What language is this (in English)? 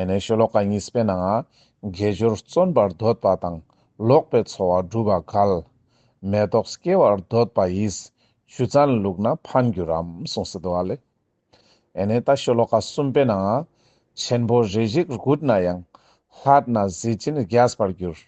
Ladakhi